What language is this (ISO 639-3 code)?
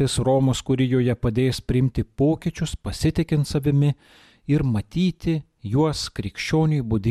lit